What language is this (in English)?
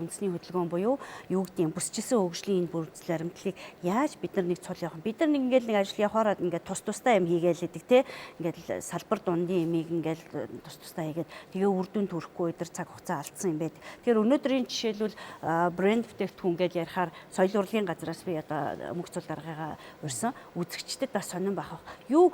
Mongolian